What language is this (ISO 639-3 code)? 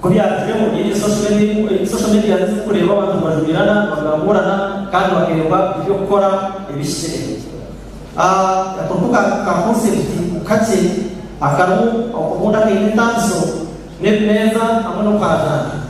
nyn